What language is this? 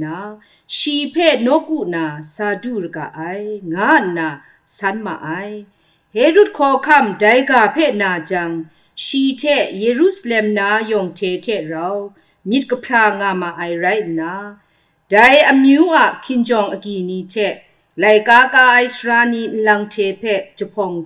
Kachin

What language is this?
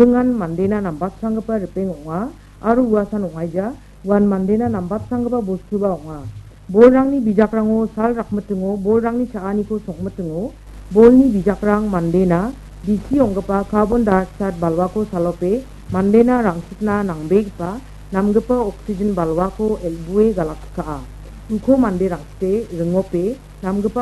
Garo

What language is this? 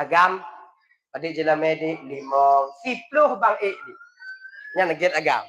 Achinese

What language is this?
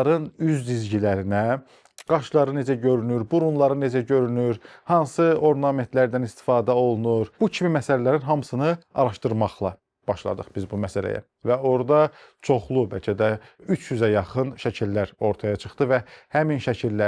Azerbaijani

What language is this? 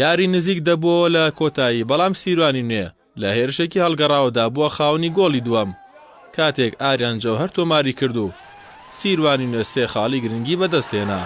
Central Kurdish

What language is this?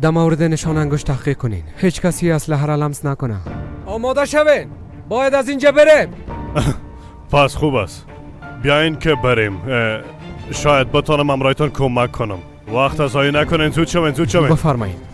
Persian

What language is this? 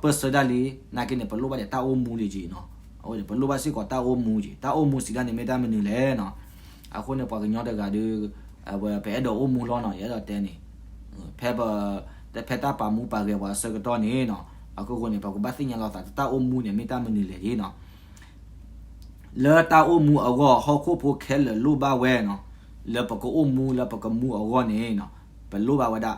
S'gaw Karen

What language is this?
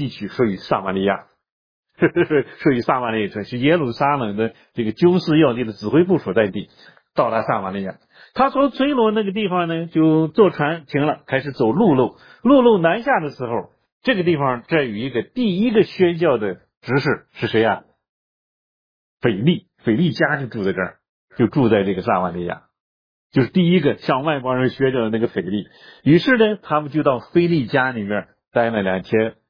Chinese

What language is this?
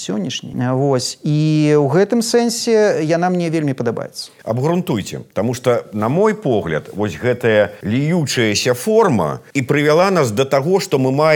Belarusian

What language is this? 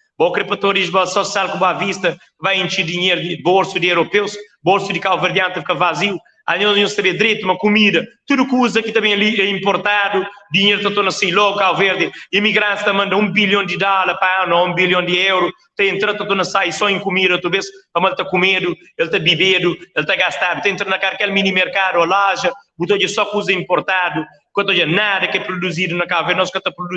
Kabuverdianu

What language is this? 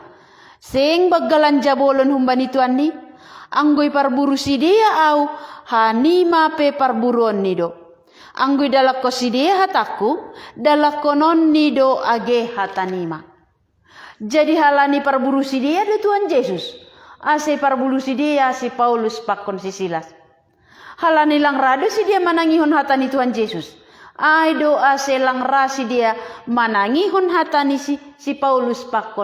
Batak Simalungun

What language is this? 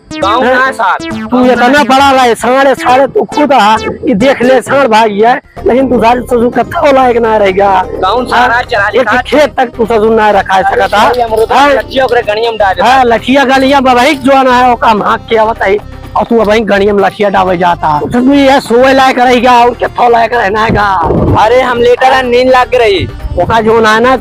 Awadhi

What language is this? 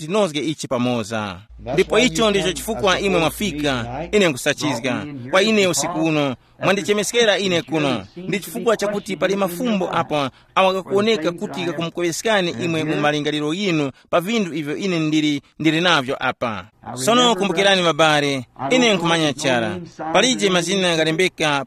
Tumbuka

